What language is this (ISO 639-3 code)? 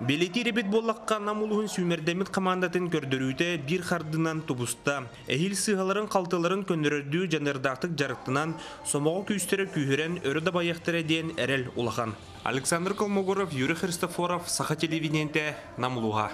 sah